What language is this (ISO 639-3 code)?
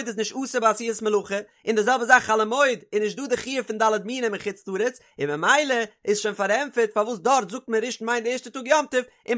yid